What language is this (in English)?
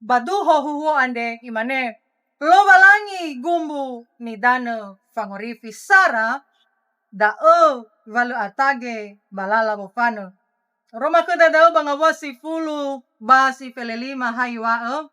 Nias